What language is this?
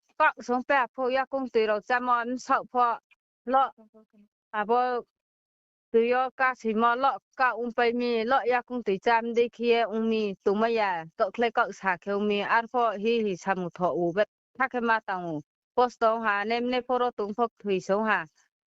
Riang (India)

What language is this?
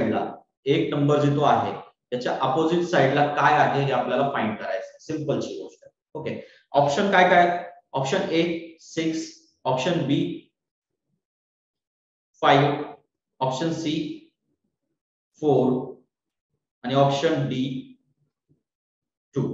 Marathi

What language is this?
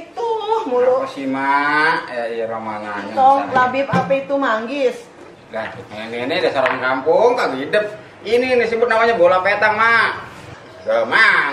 Betawi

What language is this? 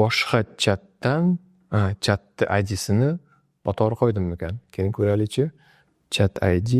Uzbek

